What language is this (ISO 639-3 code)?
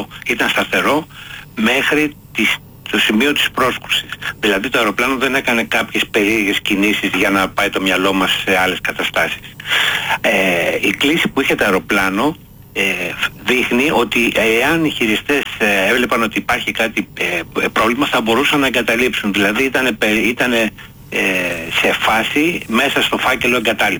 ell